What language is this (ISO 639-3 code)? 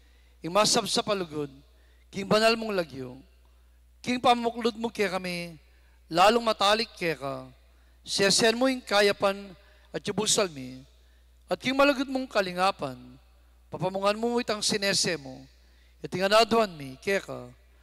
pam